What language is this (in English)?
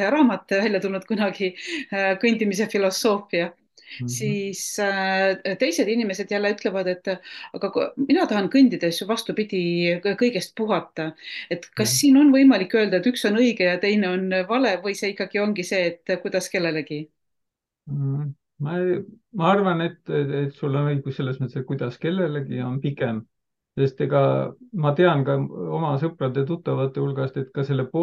Estonian